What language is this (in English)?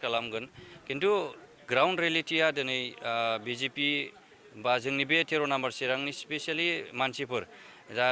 Bodo